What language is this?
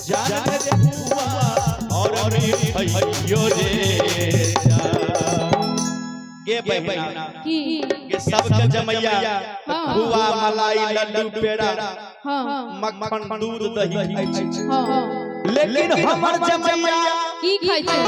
Maithili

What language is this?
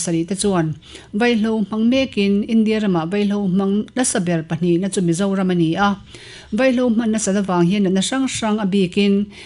Mizo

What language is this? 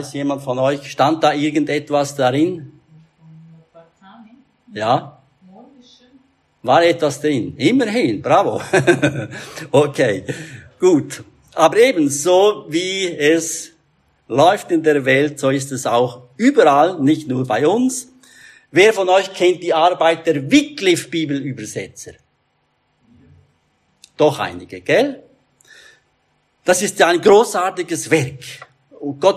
German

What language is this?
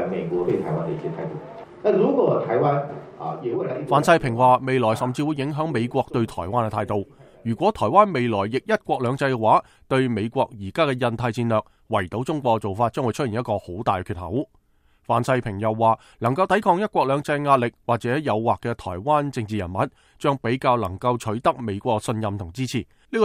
Cantonese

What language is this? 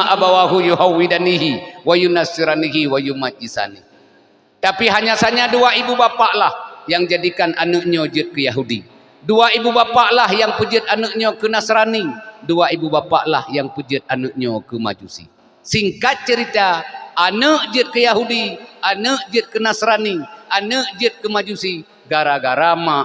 Achinese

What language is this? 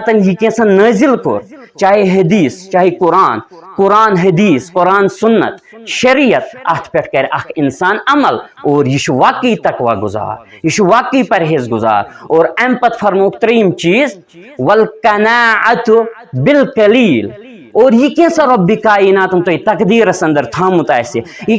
Kashmiri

